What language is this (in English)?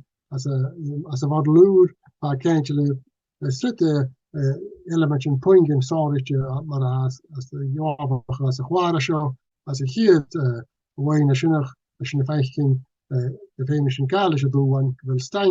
Scottish Gaelic